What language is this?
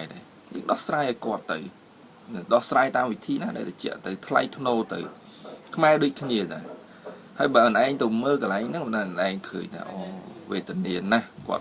Khmer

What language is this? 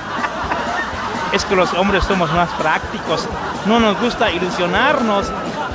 Spanish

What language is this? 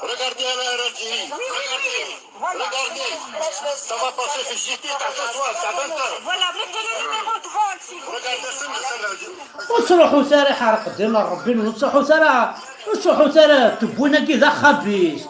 Kabyle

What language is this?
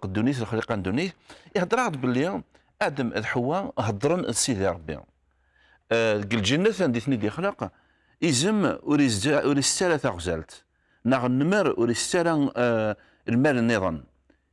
Kabyle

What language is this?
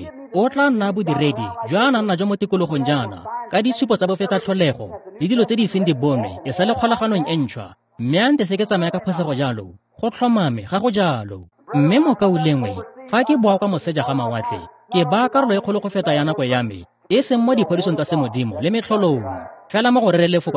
Tswana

